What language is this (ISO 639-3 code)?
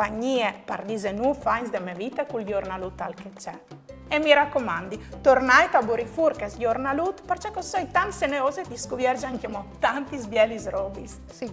fur